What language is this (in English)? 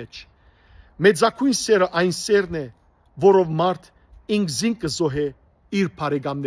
Western Armenian